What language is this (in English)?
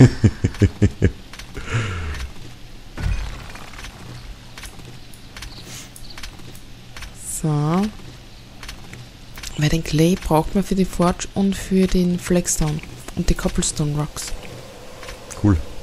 German